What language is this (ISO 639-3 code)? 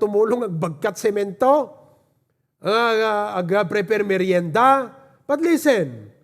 ilo